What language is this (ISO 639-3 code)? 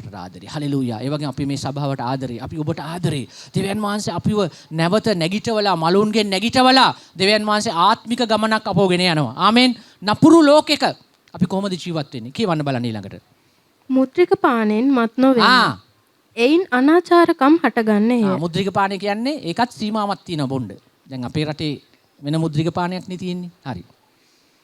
sin